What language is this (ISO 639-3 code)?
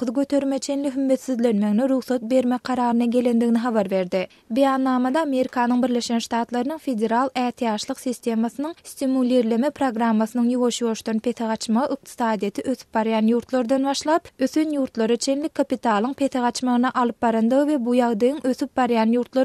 tuk